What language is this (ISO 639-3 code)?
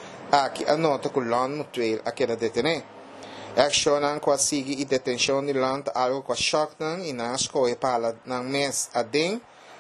pap